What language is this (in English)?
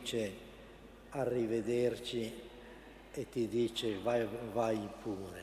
Italian